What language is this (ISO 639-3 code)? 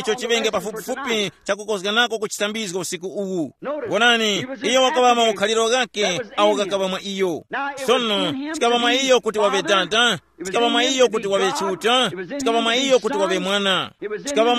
tum